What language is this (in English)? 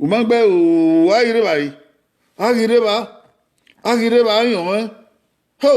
Bini